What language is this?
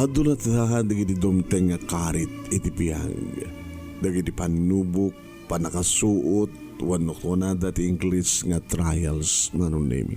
Iloko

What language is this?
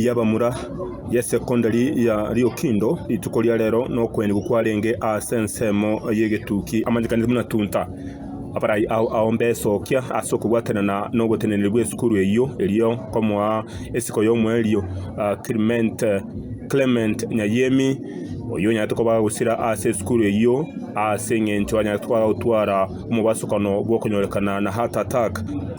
Gusii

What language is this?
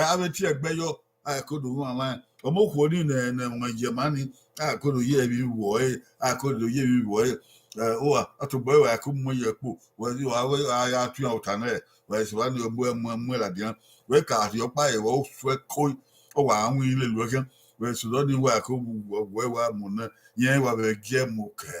Bini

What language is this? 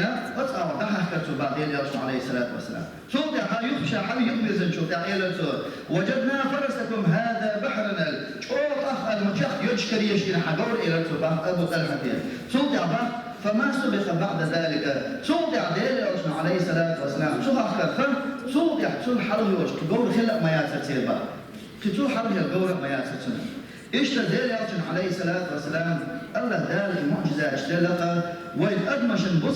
Chechen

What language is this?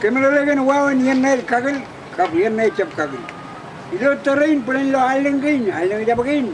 Marshallese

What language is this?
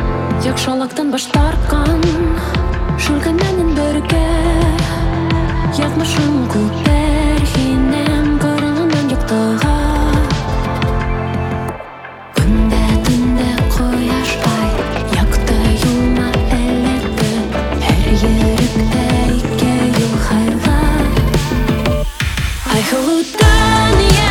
Bashkir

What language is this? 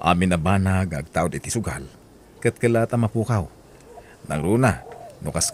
Iloko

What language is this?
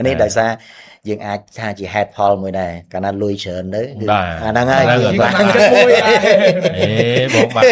Khmer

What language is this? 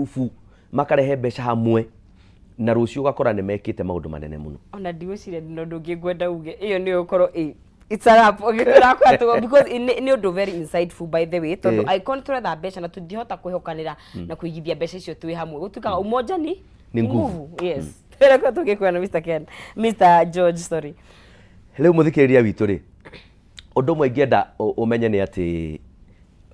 Kikuyu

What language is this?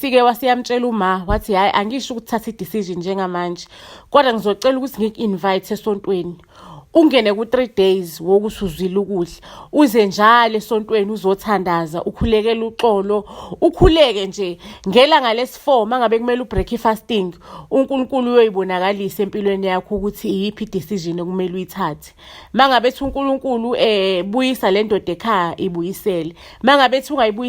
Zulu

